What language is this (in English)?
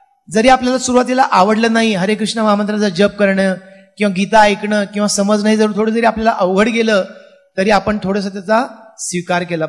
Marathi